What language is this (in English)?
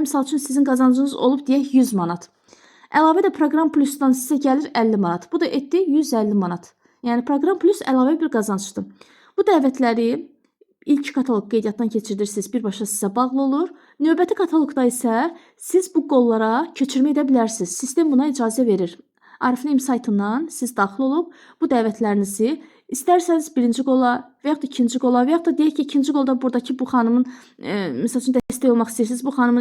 Azerbaijani